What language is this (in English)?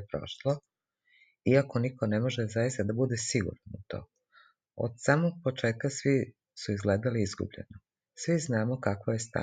Serbian